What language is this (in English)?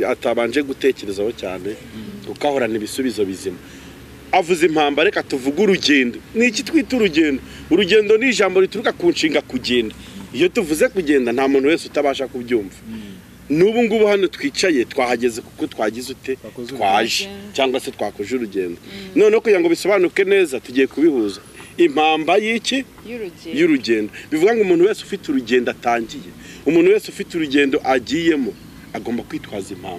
Kinyarwanda